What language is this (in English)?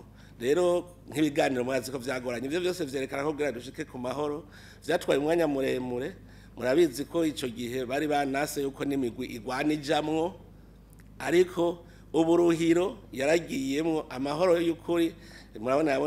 Rundi